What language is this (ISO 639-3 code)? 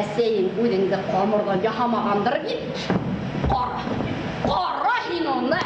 bak